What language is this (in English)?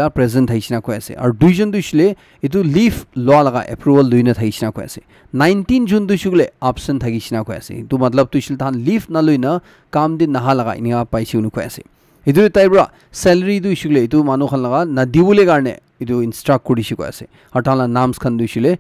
Naga Pidgin